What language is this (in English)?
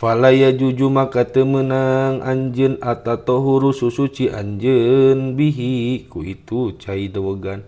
Sundanese